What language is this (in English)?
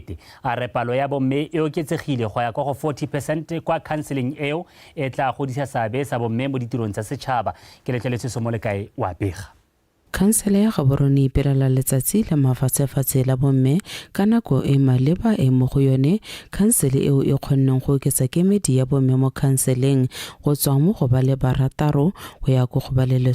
Tswana